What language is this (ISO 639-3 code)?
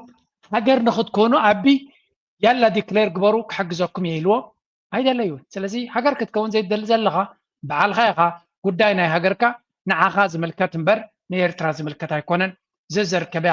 tir